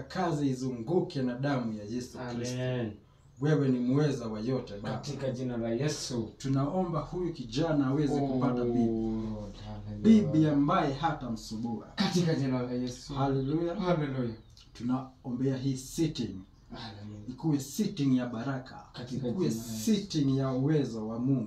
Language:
Swahili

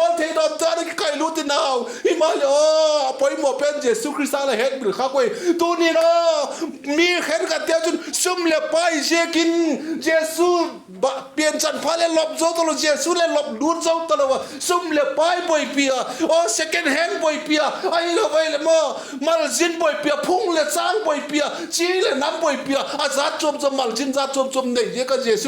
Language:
Vaiphei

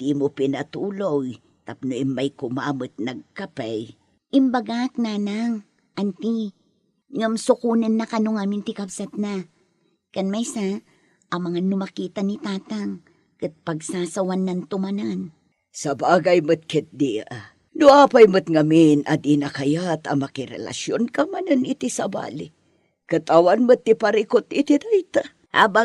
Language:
Iloko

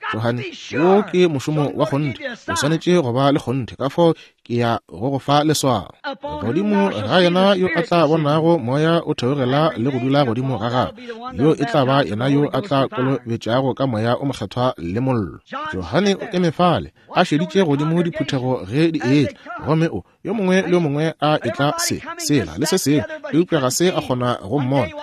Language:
Northern Sotho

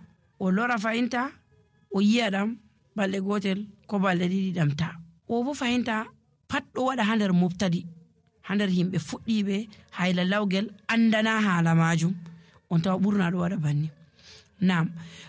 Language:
Nigerian Fulfulde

